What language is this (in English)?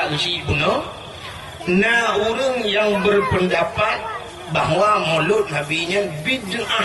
Achinese